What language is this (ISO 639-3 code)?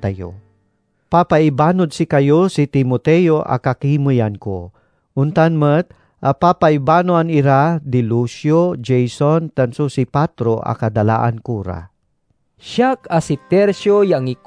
pag